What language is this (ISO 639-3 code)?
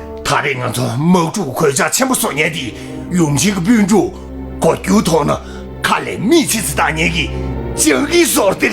bod